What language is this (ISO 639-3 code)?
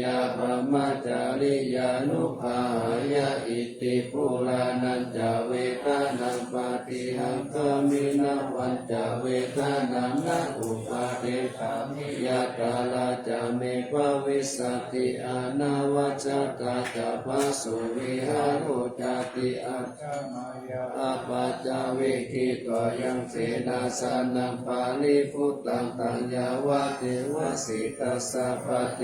pli